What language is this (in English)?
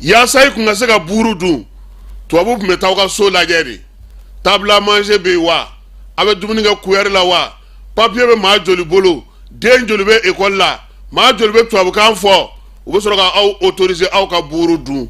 Bambara